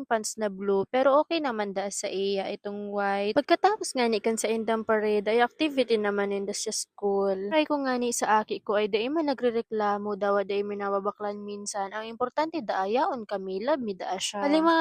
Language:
Bikol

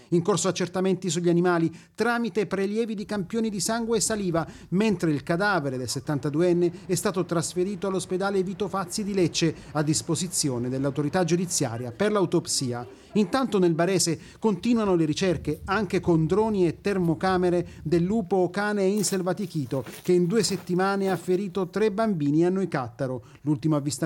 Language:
Italian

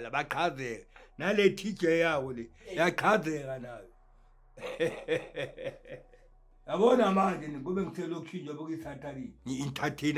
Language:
Zulu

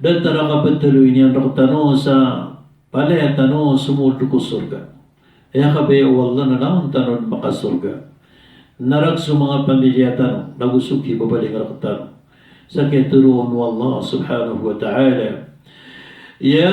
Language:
Maranao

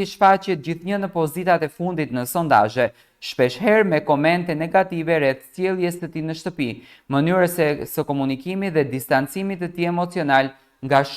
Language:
Albanian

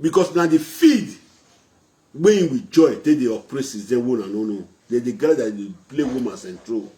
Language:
Nigerian Pidgin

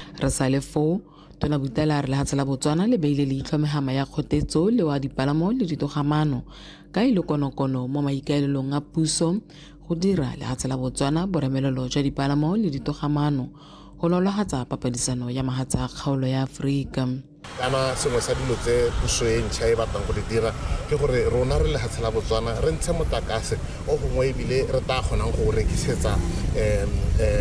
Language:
Tswana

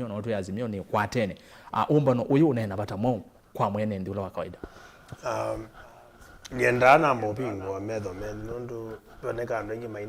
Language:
Kamba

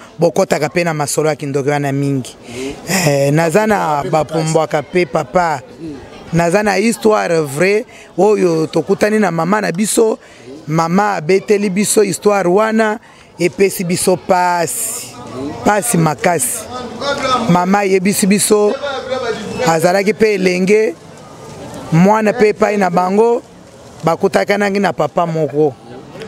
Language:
Lingala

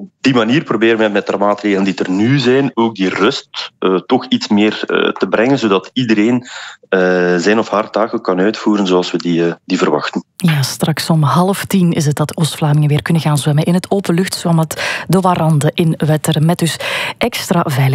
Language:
Dutch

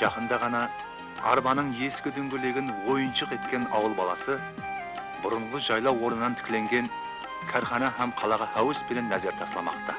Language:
Kara-Kalpak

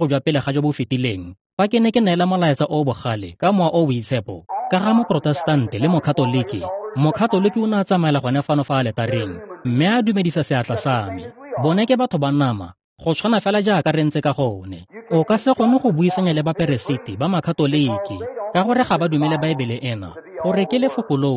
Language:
Tswana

